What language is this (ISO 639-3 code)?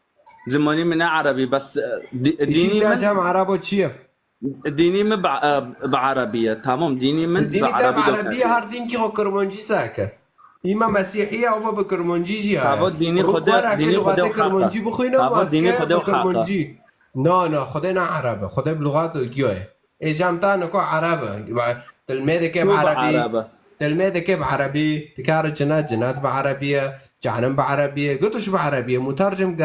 kur